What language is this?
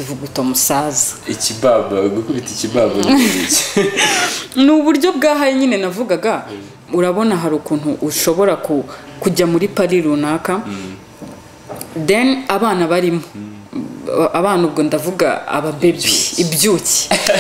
Kinyarwanda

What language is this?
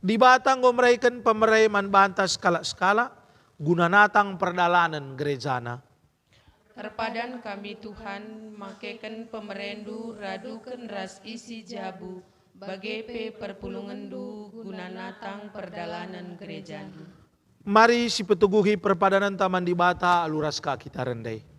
Batak Karo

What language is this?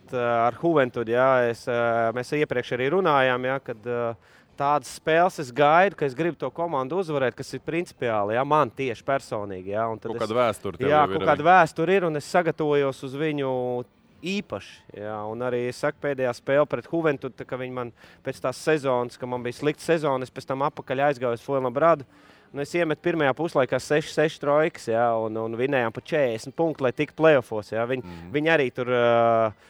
Latvian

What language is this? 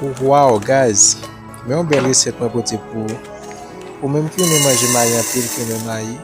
Haitian Creole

